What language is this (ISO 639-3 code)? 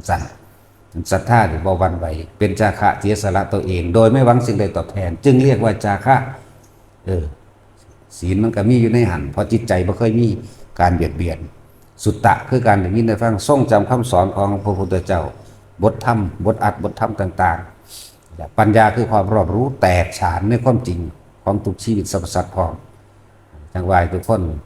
tts